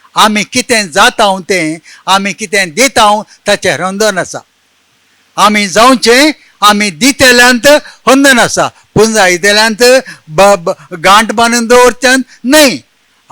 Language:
Konkani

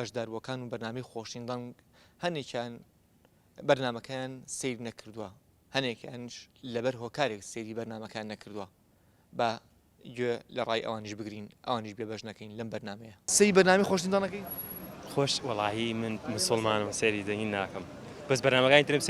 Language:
Central Kurdish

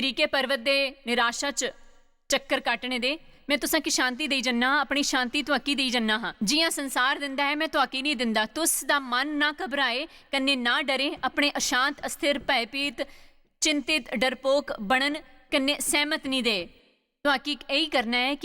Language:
Dogri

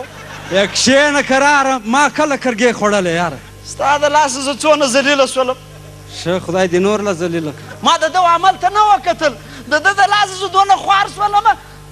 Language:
Pashto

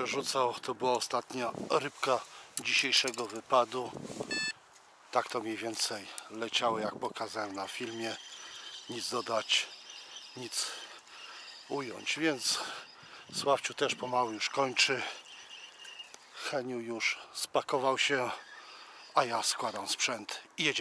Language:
Polish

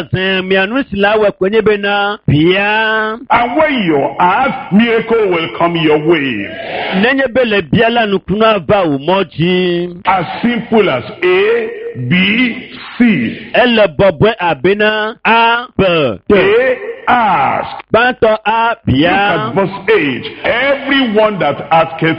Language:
Ewe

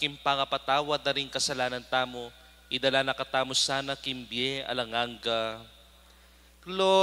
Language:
Pampanga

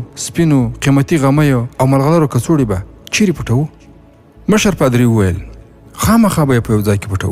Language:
Pashto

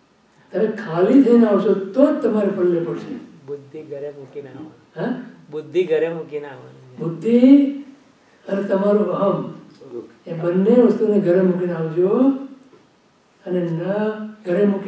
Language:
Gujarati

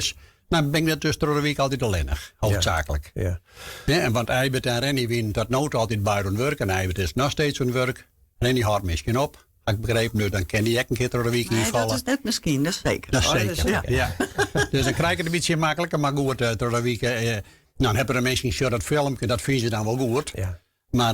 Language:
Western Frisian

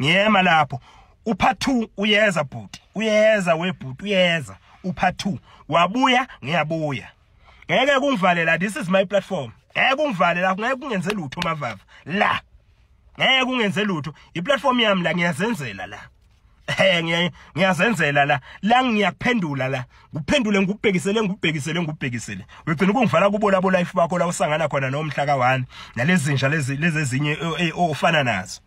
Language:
Zulu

